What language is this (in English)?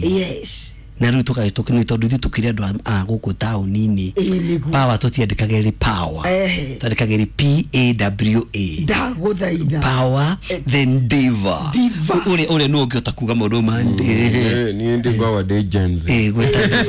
Kikuyu